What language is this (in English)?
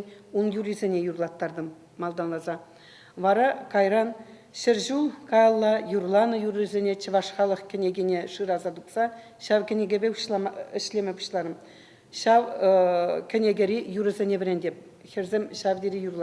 Chuvash